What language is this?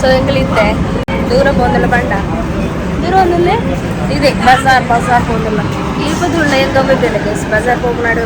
Tulu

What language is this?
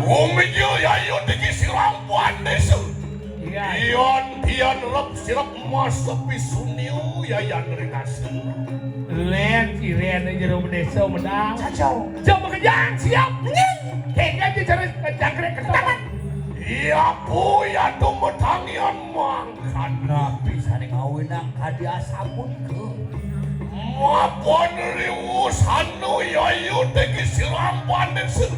Balinese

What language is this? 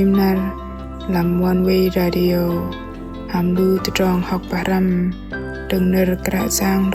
Bahnar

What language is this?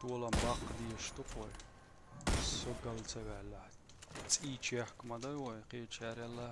Chechen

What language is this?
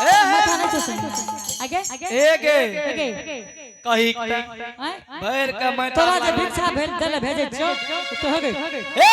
Angika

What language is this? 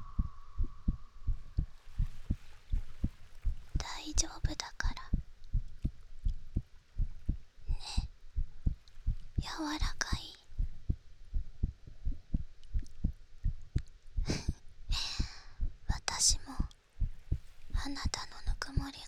Japanese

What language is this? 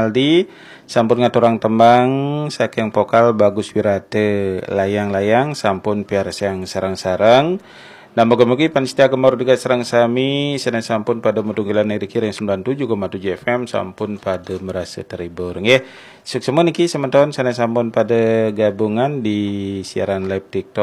Balinese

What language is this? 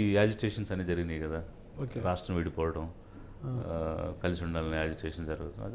Telugu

